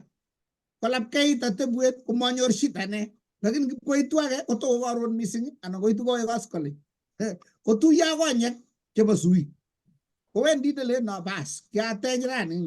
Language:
Kalenjin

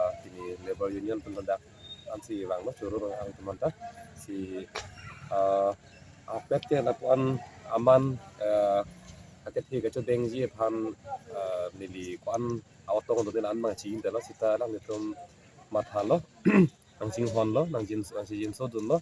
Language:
Karbi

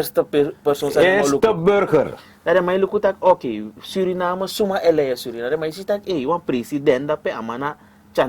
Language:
Sranan Tongo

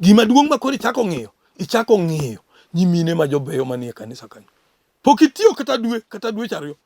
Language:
Luo (Kenya and Tanzania)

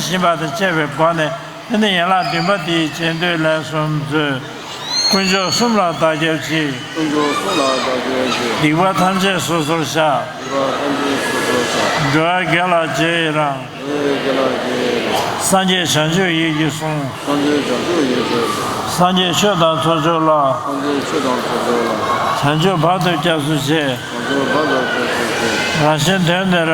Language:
Tibetan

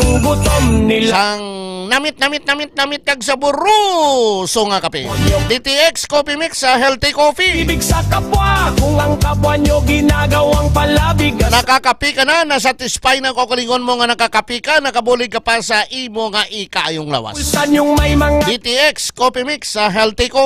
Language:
Hiligaynon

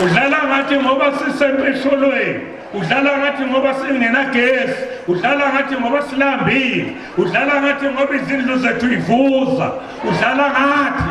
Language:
Zulu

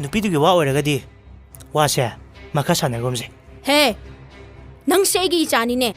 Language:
Manipuri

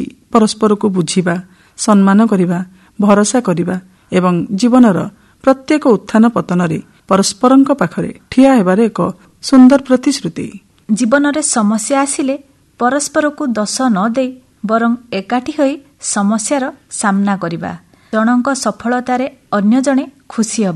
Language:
Odia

